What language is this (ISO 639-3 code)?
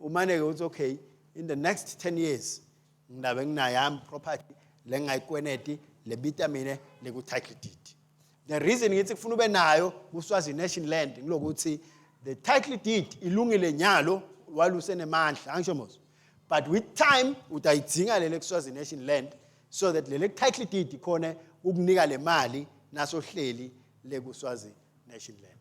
ssw